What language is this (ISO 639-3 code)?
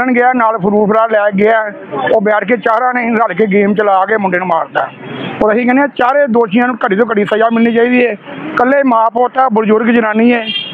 pan